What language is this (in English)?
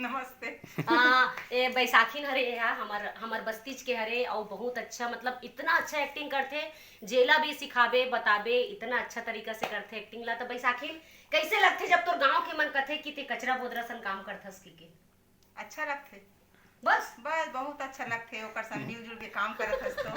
Chhattisgarhi